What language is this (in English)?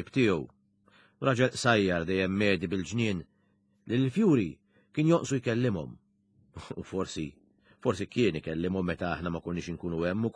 Maltese